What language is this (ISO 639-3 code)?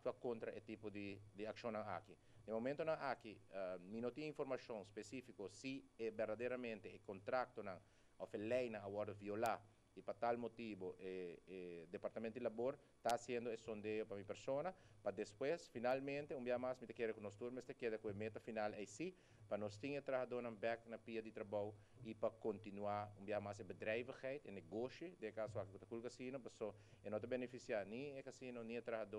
pap